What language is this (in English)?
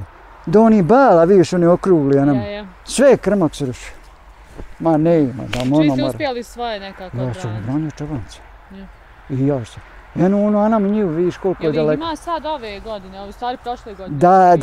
Bosnian